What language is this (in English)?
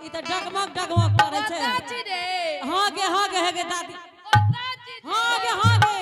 Angika